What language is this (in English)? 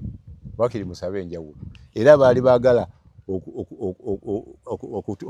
Ganda